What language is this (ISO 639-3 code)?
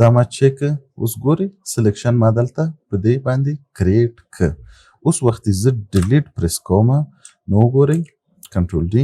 pus